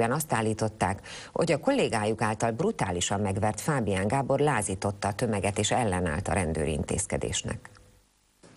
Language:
Hungarian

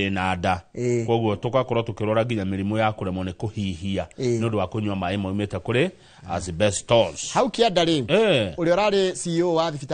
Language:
Kikuyu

